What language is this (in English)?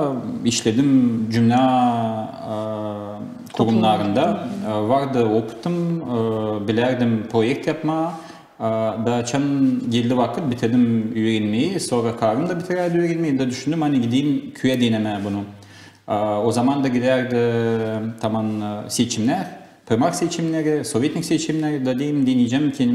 Gagauz